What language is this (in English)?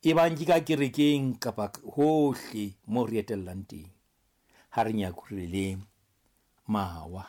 Southern Sotho